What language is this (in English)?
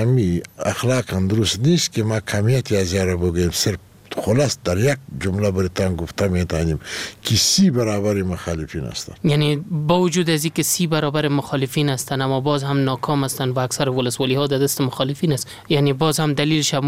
Persian